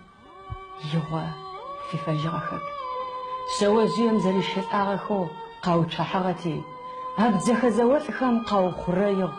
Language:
Adyghe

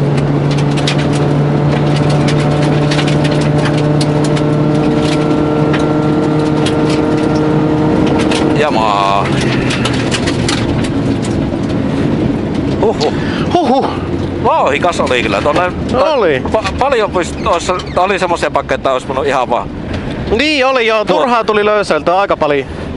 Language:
Finnish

